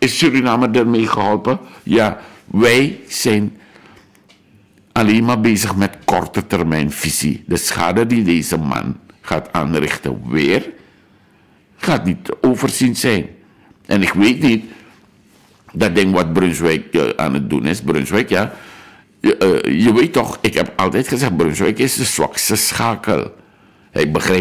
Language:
Dutch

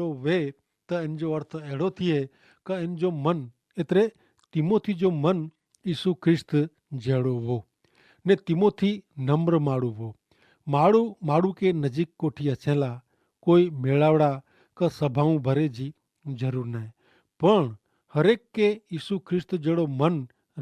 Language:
Kachhi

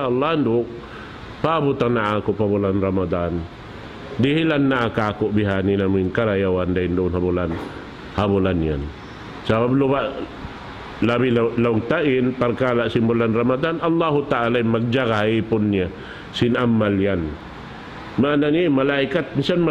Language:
Tausug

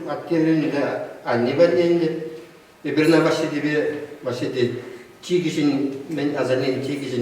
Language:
Chuvash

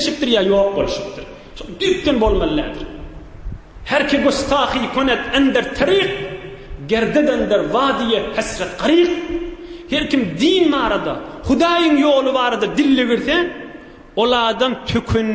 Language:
Turkmen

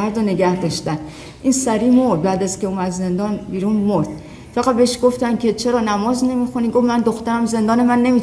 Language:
Persian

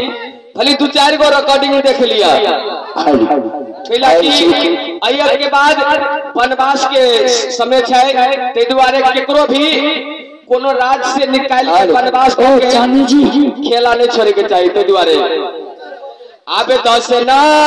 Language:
Bhojpuri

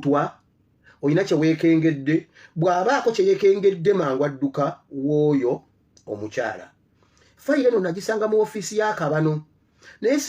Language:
Ganda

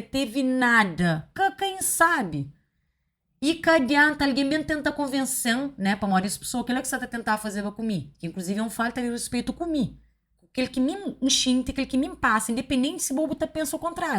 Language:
Kabuverdianu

